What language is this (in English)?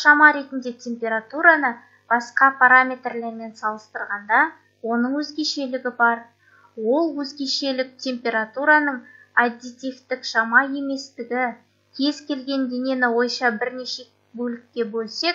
Kazakh